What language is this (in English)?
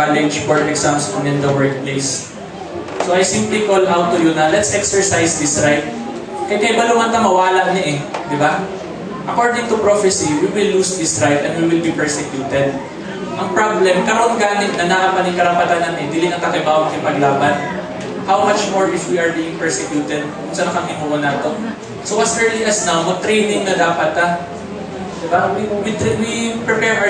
Cebuano